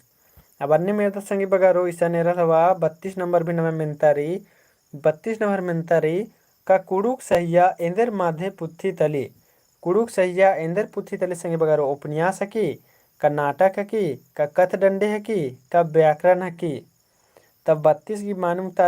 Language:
Kurukh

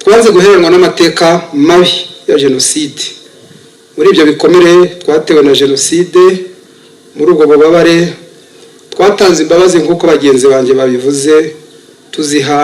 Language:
Kinyarwanda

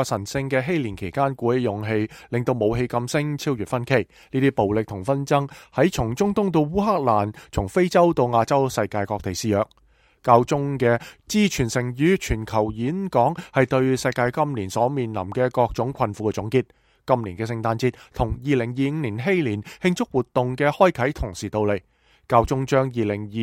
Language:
Cantonese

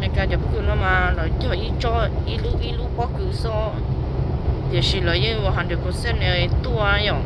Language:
Hmong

